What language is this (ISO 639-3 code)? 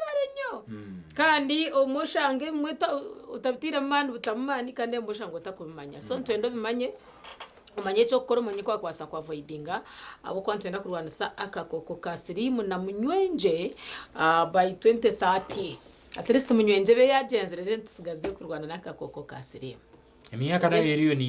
nyn